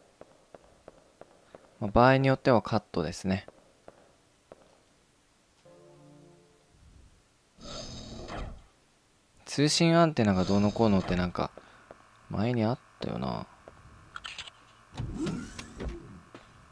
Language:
Japanese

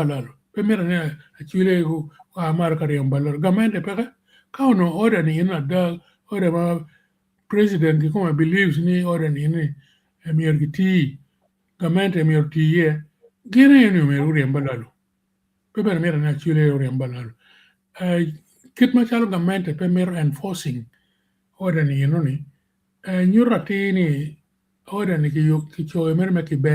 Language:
Acoli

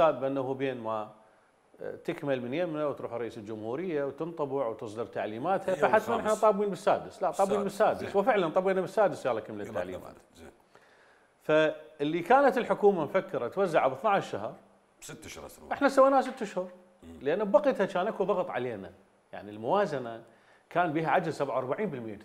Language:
Mesopotamian Arabic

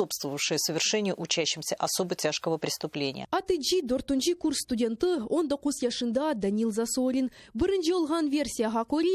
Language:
Crimean Tatar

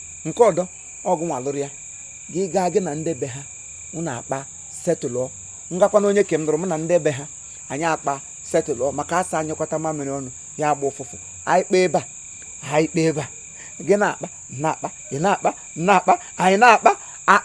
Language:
Igbo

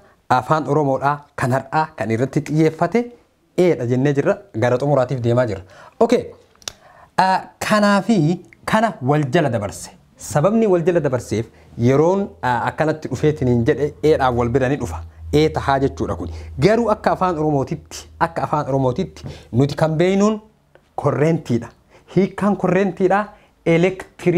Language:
Oromo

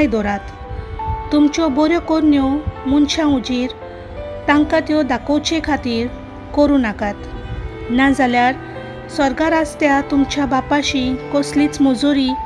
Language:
Konkani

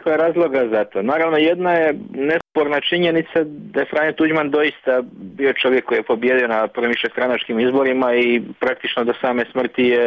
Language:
Croatian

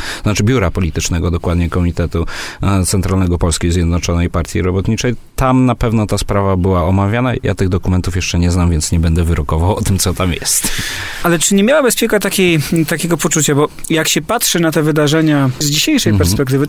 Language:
Polish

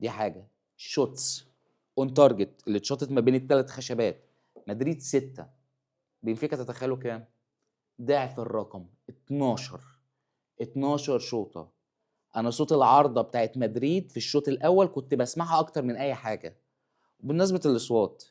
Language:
Egyptian Arabic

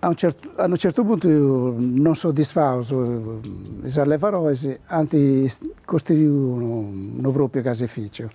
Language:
Sardinian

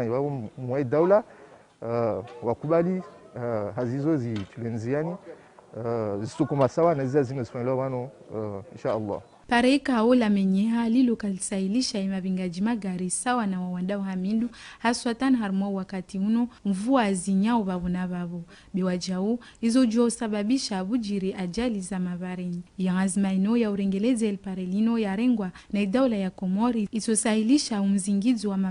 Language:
Ngazidja Comorian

